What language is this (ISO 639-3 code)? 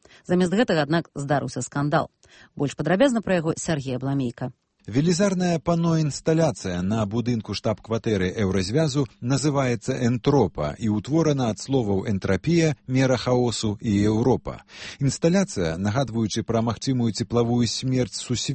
bel